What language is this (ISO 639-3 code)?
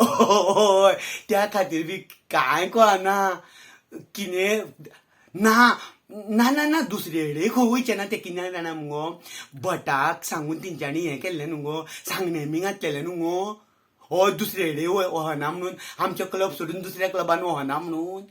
kok